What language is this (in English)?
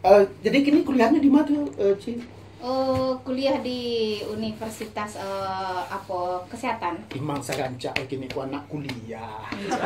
Minangkabau